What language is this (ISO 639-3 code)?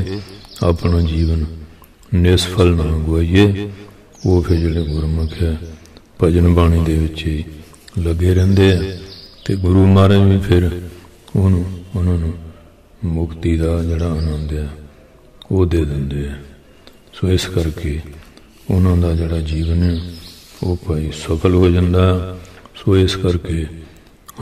pan